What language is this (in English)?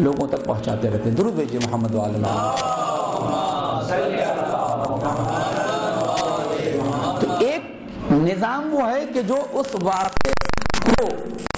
Urdu